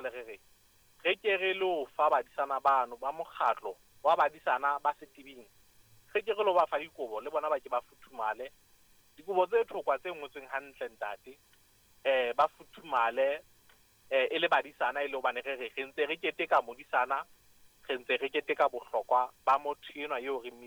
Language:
Southern Sotho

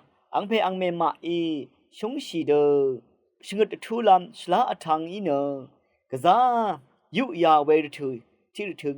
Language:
Rawang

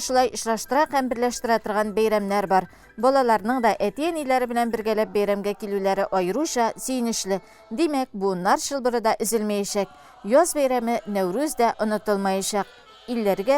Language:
Tatar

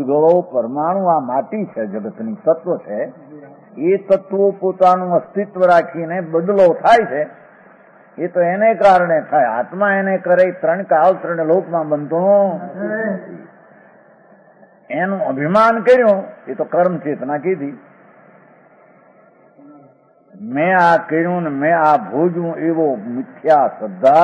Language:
Gujarati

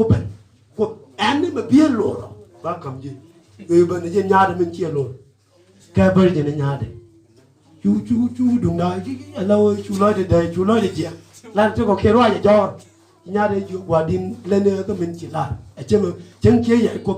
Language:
Nuer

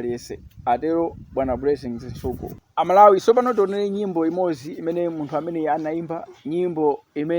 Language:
Nyanja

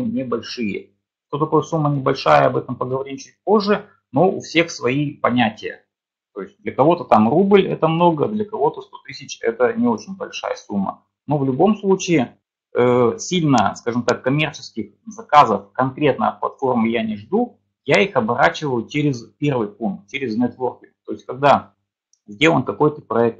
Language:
Russian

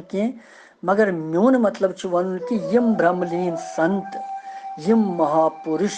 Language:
Kashmiri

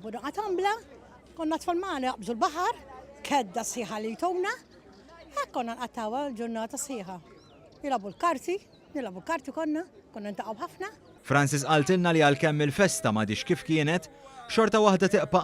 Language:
Maltese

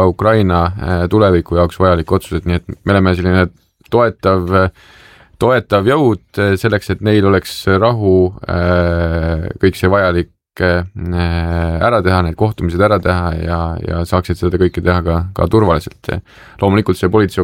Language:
Estonian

